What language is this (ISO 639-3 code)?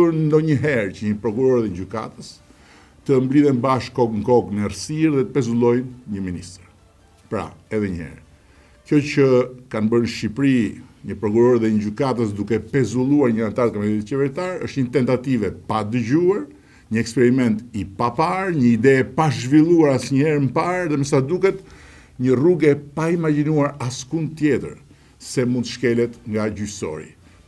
sqi